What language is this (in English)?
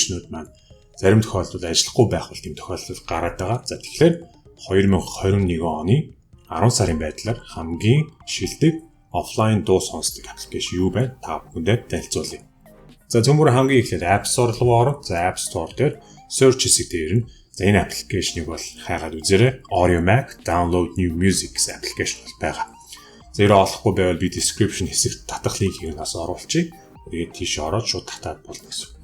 Mongolian